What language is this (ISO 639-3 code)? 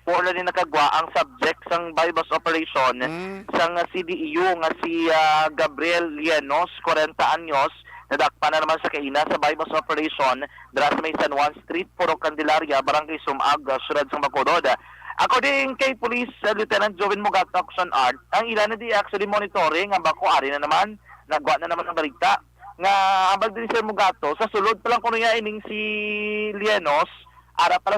hil